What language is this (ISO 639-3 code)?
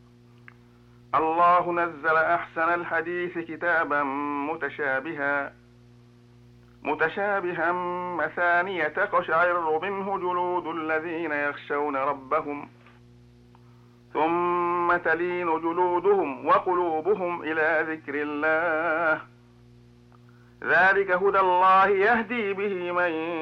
ara